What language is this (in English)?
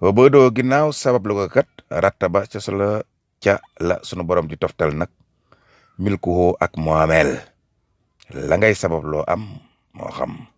Wolof